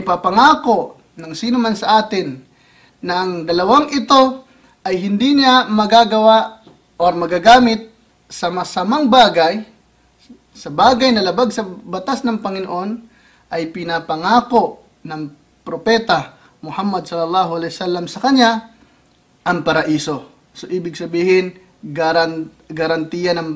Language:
Filipino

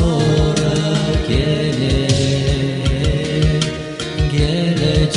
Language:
Gagauz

